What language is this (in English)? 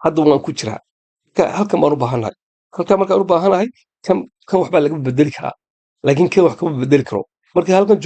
Somali